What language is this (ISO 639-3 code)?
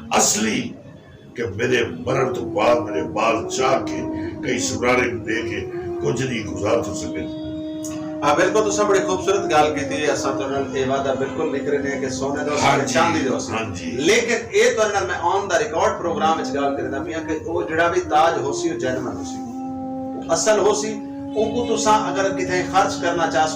skr